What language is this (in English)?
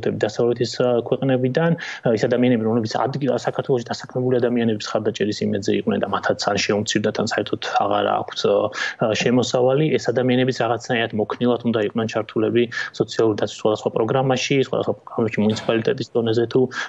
Georgian